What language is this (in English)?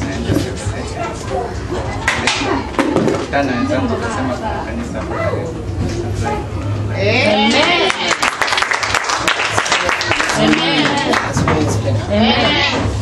Swahili